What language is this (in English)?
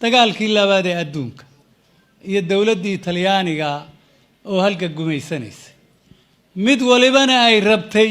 Somali